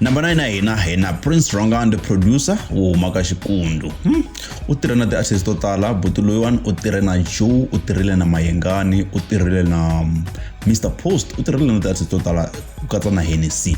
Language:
Tsonga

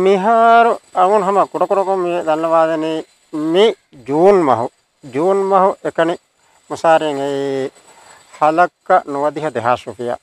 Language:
Divehi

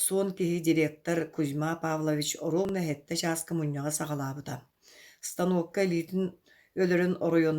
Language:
Yakut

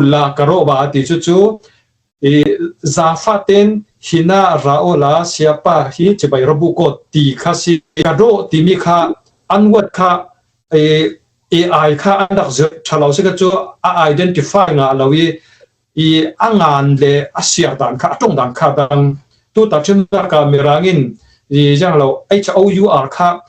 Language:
Falam Chin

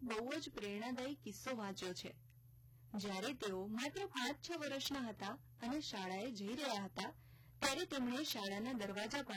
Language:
Gujarati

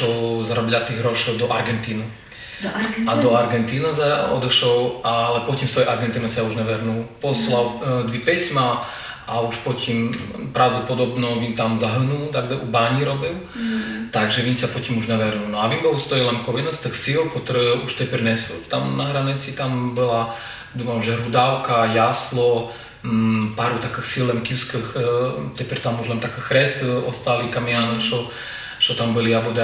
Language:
Rusyn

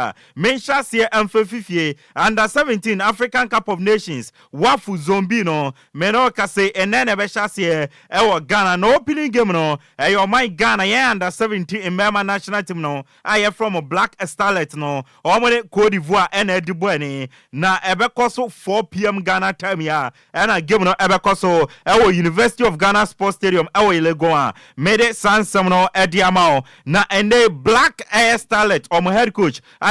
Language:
Akan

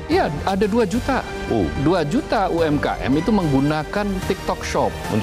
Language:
Indonesian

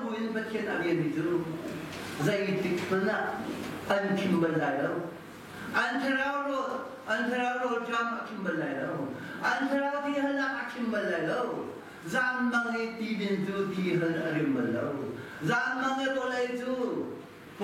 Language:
Hakha Chin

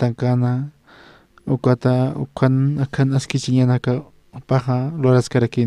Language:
Aymara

